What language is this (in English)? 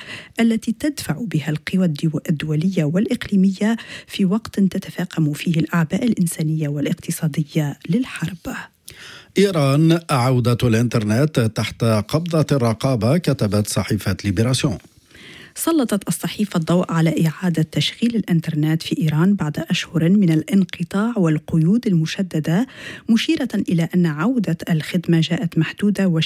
Arabic